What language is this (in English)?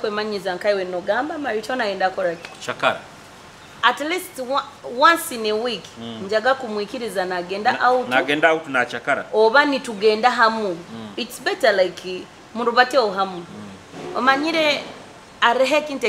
Nyoro